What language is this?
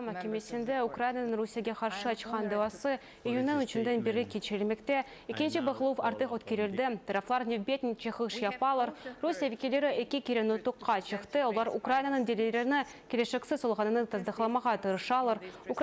Crimean Tatar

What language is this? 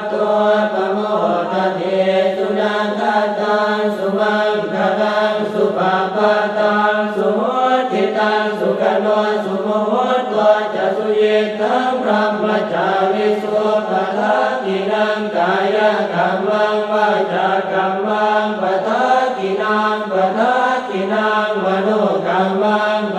Pali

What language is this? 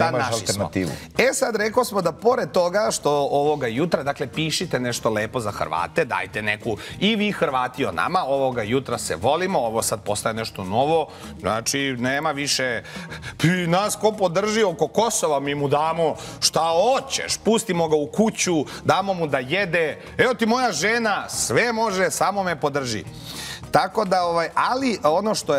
Serbian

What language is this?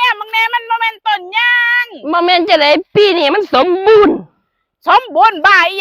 Northeastern Thai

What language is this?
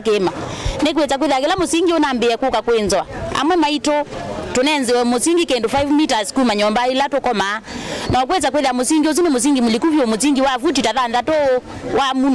Kamba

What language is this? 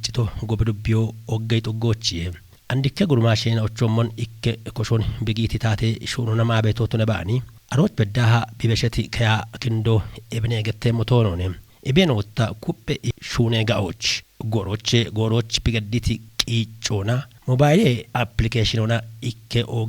Kafa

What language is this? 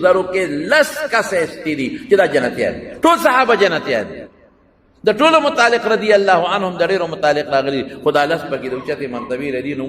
Pashto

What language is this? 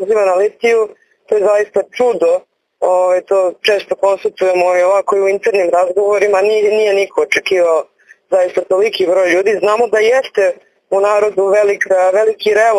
Serbian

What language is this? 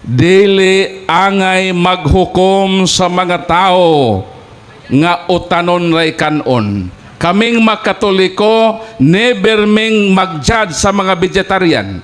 Cebuano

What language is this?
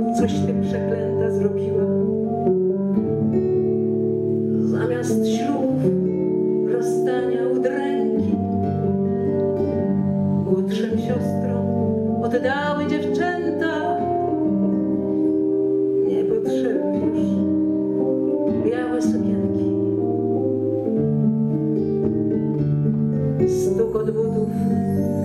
Polish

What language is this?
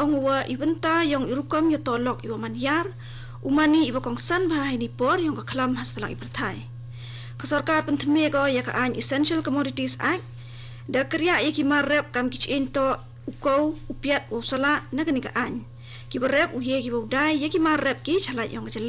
Khasi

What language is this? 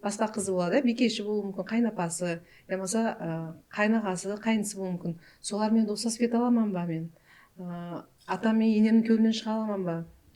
Kara-Kalpak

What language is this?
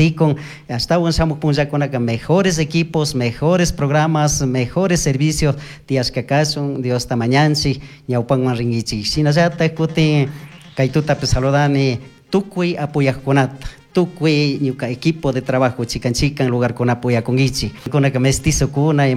Chimborazo Highland Quichua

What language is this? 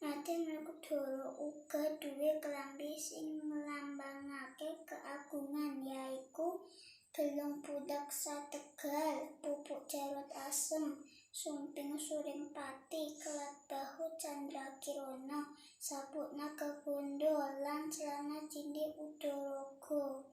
Javanese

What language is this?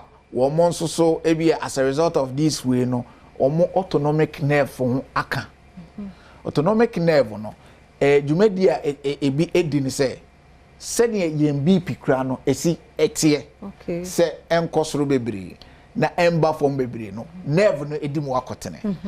Akan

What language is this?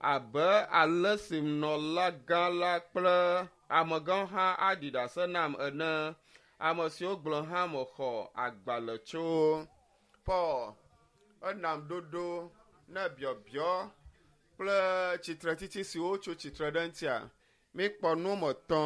Ewe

